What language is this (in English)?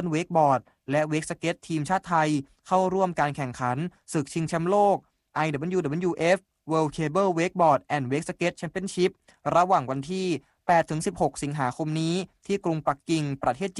Thai